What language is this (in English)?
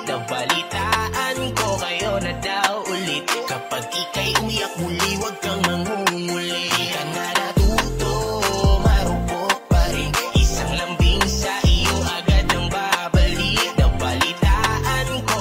Filipino